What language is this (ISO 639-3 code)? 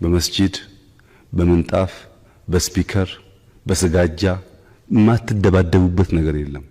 amh